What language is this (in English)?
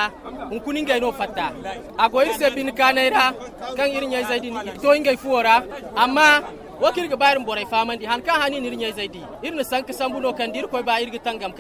Zarma